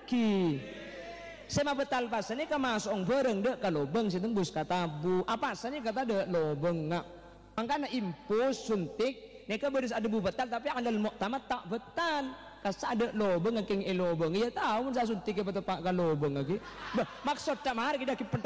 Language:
Madurese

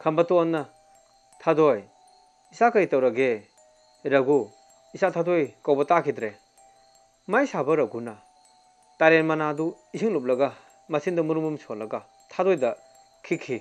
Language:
Manipuri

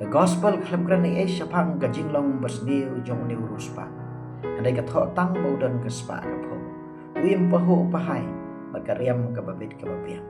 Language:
Khasi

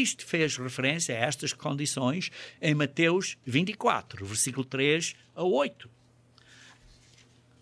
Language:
Portuguese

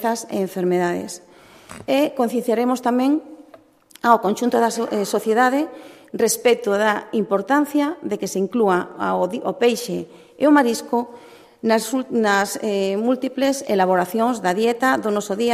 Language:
Galician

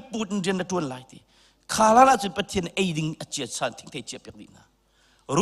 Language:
Hakha Chin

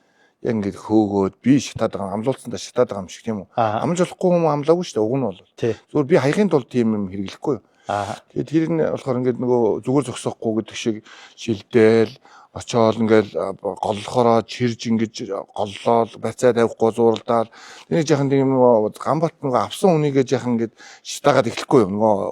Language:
Mongolian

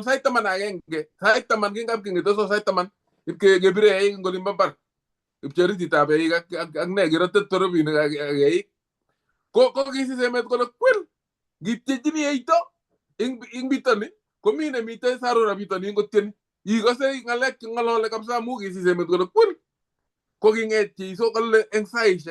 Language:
Kalenjin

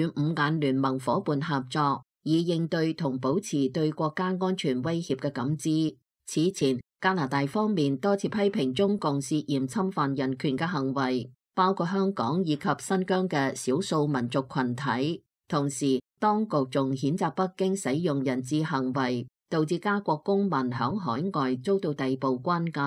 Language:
Cantonese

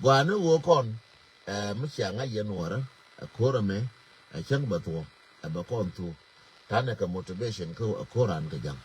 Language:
Nuer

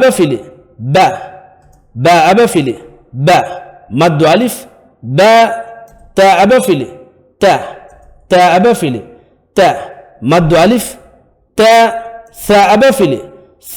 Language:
Divehi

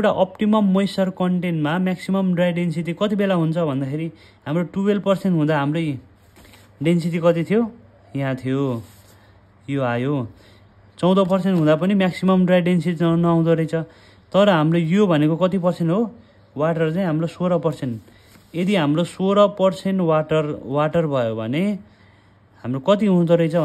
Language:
Nepali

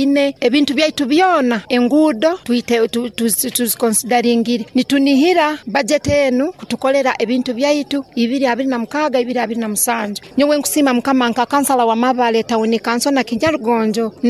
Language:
Nyoro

